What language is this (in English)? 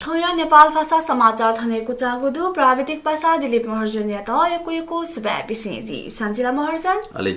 Newari